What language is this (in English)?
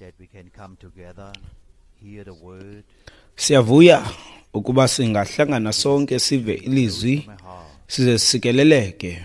Xhosa